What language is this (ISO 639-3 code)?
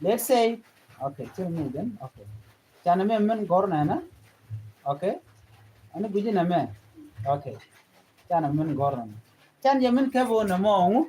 nus